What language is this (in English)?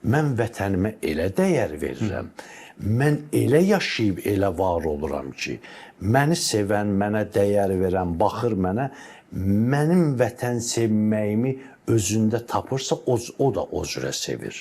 Azerbaijani